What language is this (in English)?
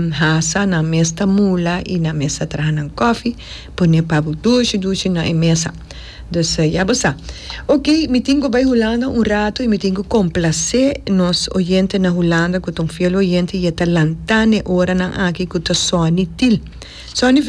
Papiamento